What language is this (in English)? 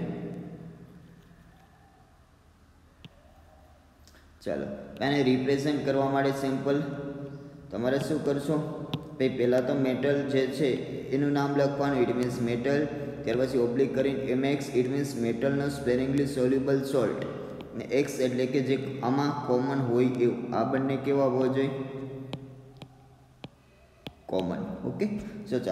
Gujarati